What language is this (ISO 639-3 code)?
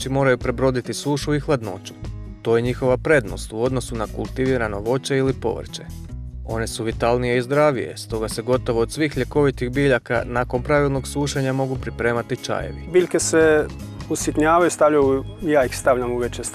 hrv